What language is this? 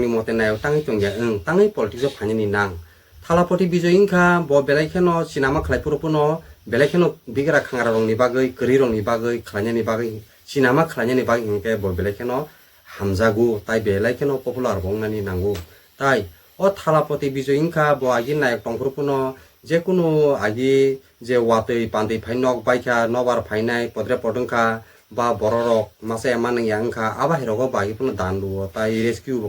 Kok Borok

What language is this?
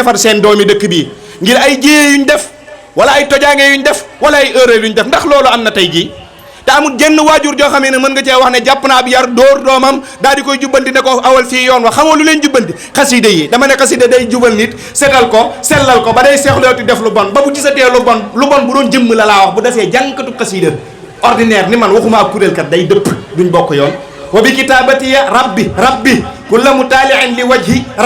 Wolof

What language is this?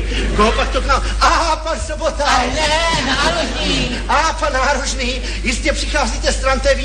Czech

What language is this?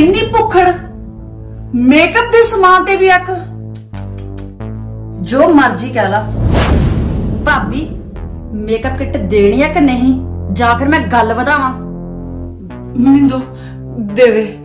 Punjabi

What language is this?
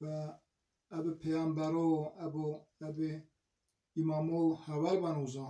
Zaza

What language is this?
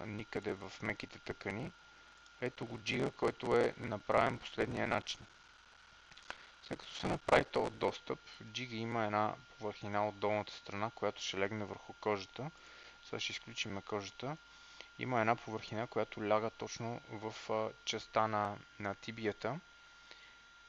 Bulgarian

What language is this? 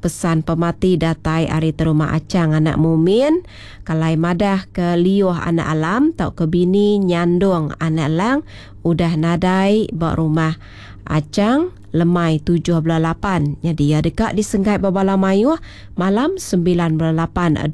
Iban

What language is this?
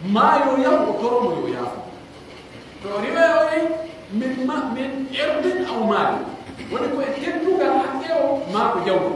Pular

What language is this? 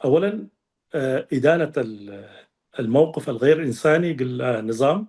Tigre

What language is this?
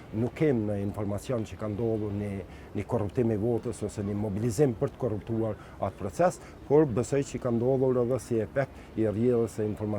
Albanian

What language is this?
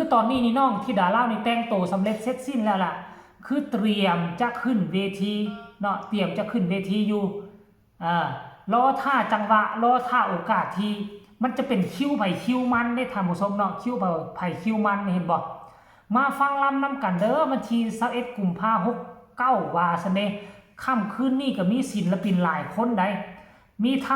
Northeastern Thai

